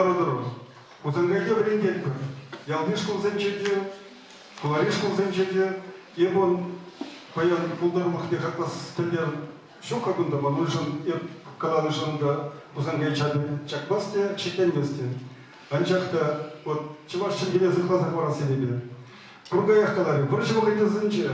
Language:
Chuvash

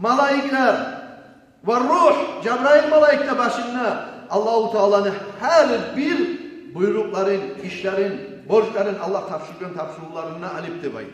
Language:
Kumyk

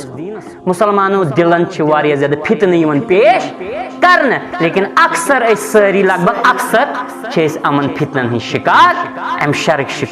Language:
Kashmiri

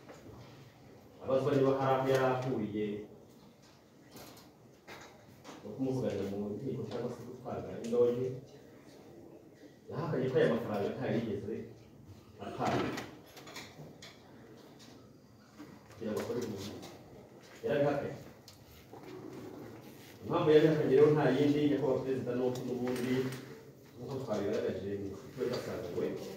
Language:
Kinyarwanda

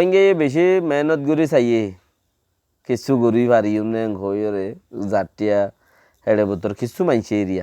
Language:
Rohingya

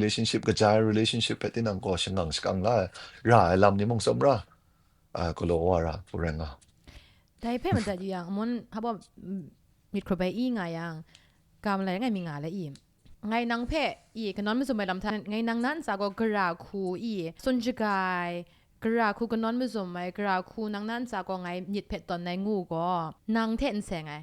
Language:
Kachin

